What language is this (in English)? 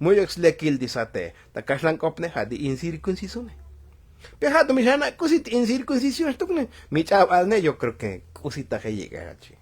Tzotzil